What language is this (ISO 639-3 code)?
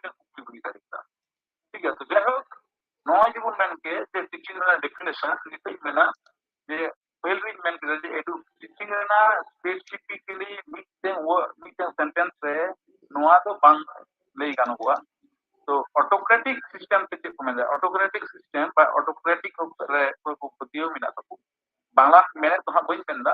sat